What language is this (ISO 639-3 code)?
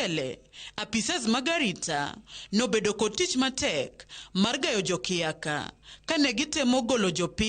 luo